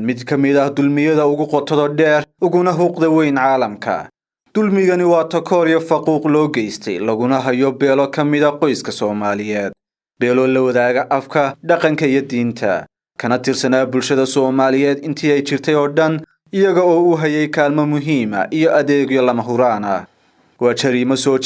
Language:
Somali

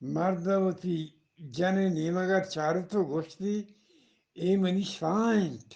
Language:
Eastern Balochi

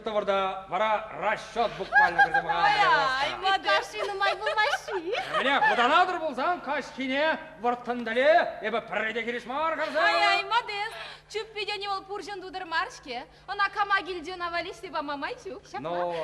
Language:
Chuvash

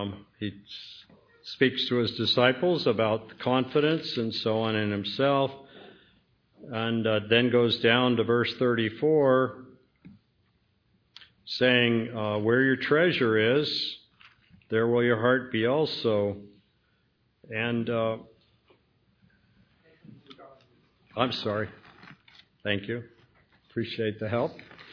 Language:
English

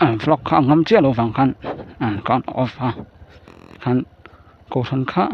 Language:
Mizo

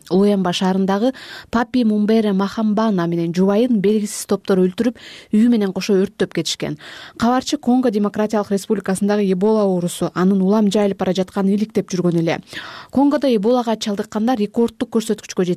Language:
Kyrgyz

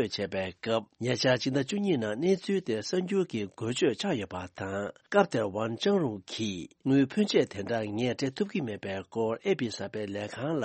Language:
Tibetan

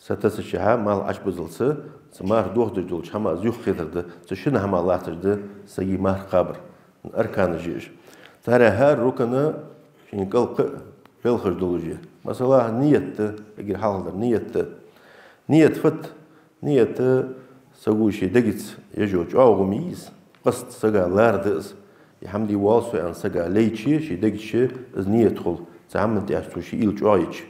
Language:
Ingush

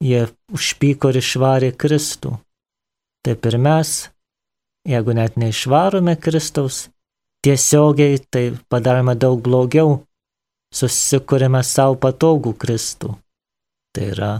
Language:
Lithuanian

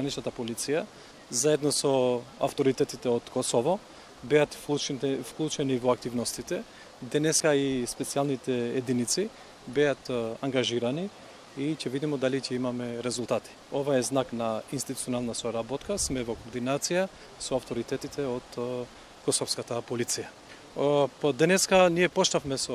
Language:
Macedonian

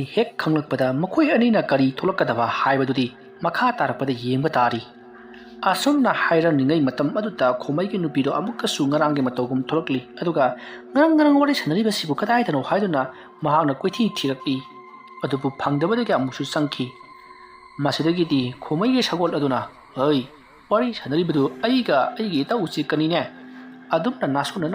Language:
Manipuri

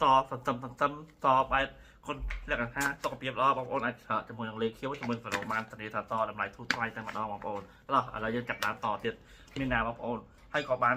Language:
Khmer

